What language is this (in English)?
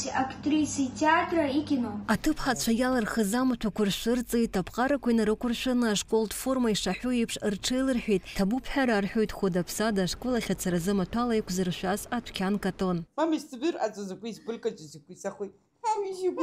Abkhazian